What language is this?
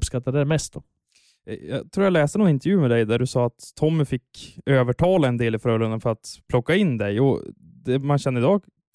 Swedish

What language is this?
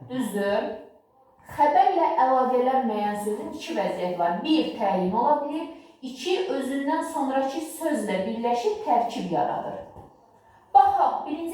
Azerbaijani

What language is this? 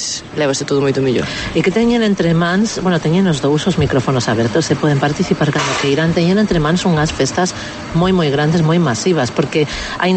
Galician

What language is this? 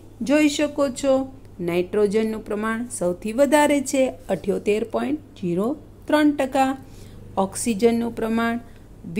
Gujarati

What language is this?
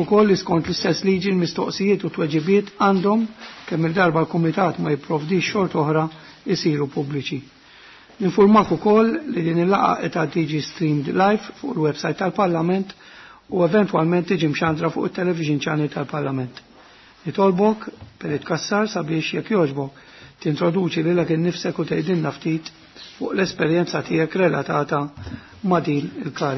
Maltese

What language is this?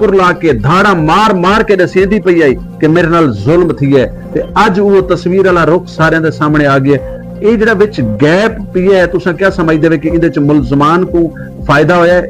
Saraiki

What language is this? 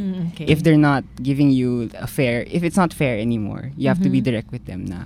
Filipino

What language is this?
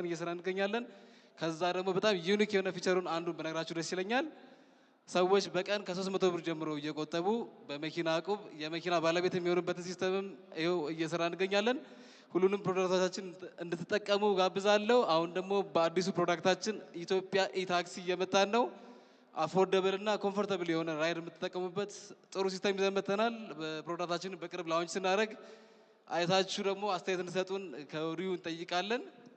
Amharic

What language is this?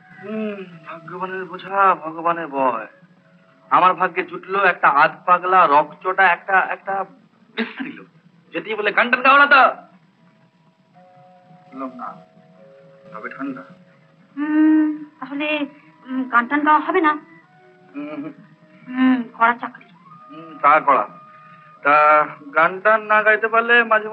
Bangla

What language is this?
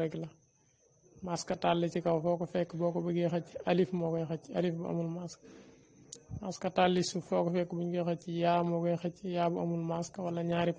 Wolof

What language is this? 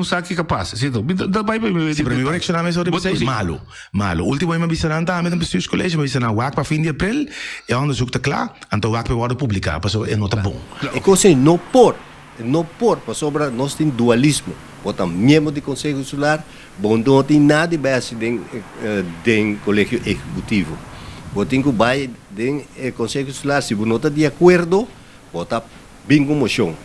Papiamento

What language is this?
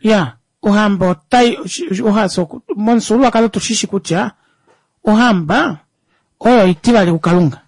Kuanyama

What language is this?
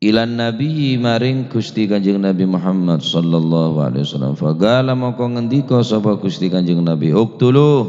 Madurese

